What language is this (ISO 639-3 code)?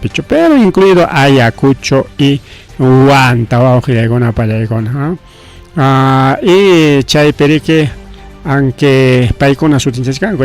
quy